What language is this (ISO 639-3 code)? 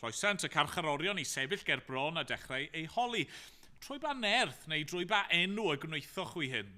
cym